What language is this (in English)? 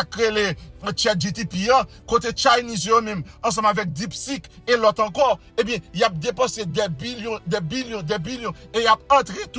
Haitian Creole